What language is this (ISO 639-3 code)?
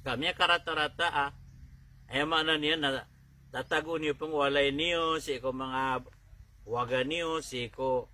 mrw